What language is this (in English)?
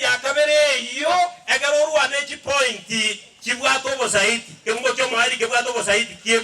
Gusii